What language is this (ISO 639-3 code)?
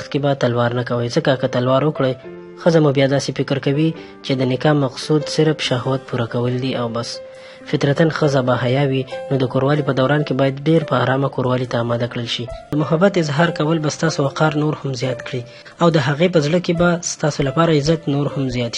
pus